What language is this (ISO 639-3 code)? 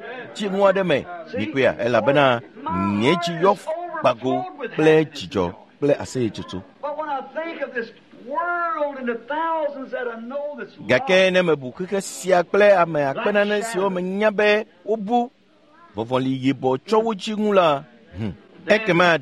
ewe